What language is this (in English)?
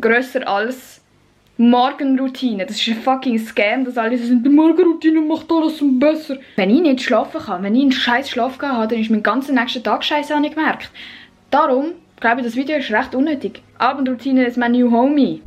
Swiss German